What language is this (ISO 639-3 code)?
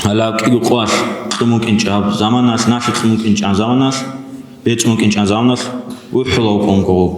ava